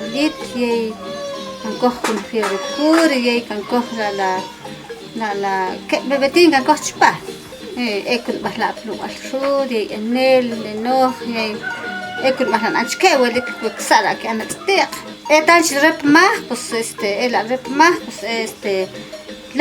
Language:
Achi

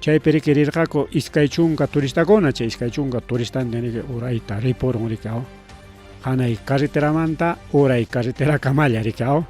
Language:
Ayacucho Quechua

